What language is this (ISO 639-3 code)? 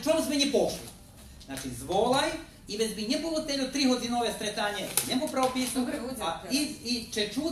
rue